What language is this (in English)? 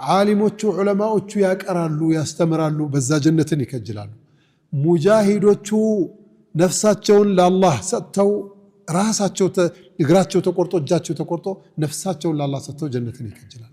Amharic